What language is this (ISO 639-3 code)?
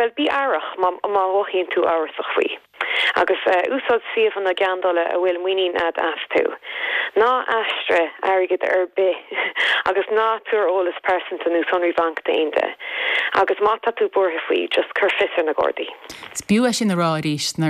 gle